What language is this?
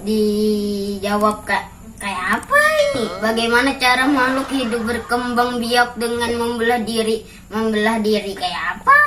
Banjar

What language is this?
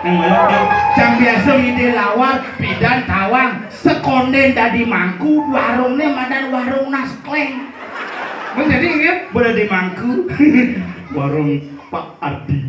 Balinese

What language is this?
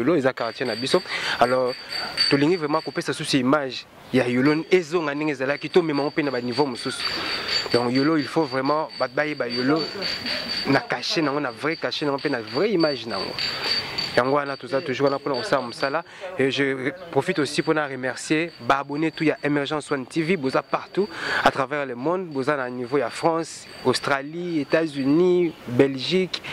Lingala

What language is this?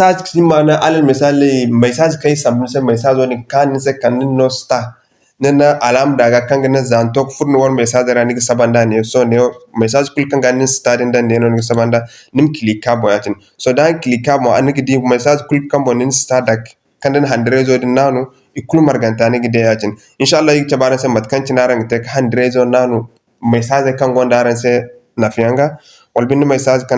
Zarma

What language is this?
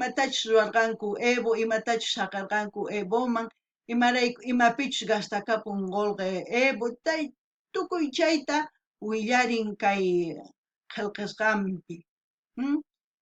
South Bolivian Quechua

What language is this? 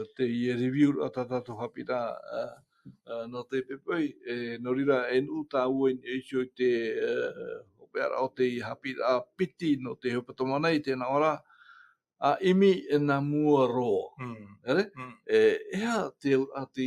Tahitian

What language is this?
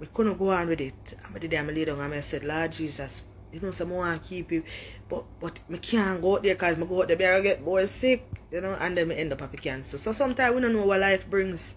Jamaican Creole English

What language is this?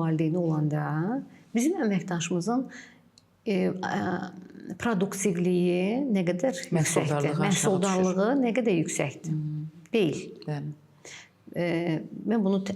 Azerbaijani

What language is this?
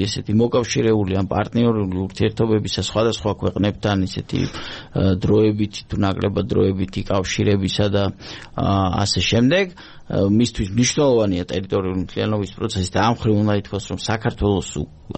Georgian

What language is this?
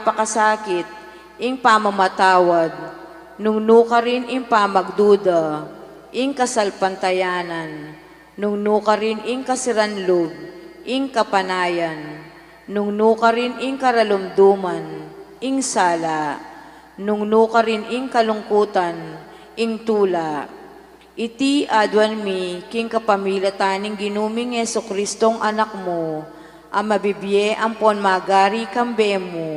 Pampanga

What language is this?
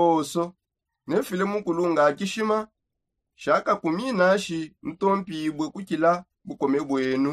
Songe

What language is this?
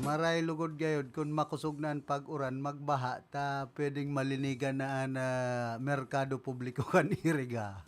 Bikol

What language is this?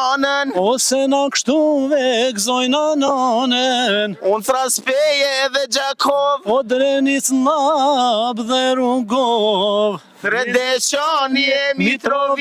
Albanian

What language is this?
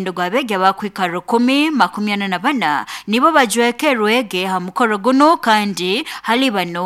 Nyoro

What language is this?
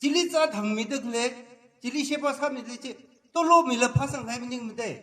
Tangkhul Naga (India)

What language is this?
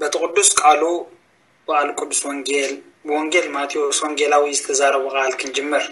Tigrinya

